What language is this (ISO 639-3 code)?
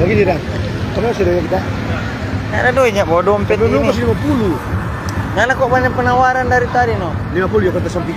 xmm